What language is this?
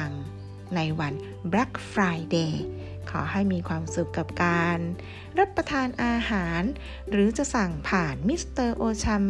Thai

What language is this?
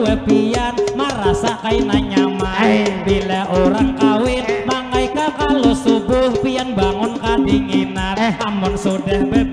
Banjar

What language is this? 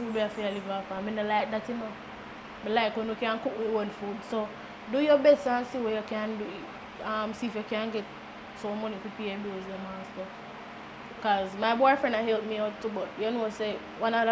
Jamaican Creole English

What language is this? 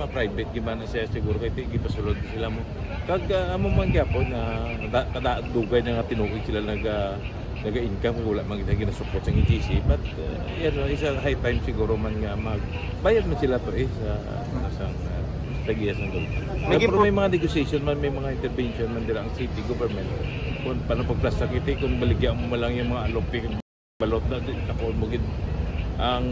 Hiligaynon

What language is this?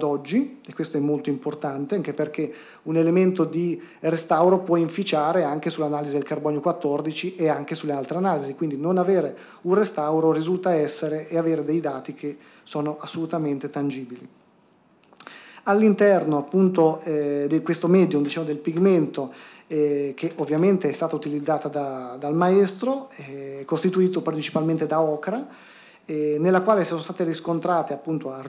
Italian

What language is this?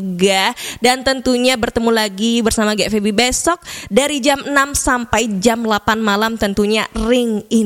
Balinese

